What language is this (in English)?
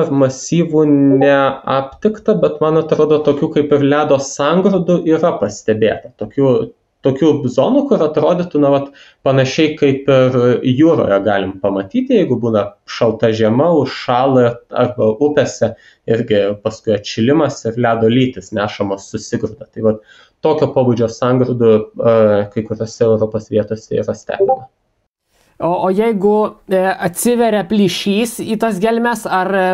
Lithuanian